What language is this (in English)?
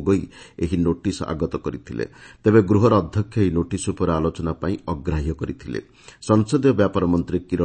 Odia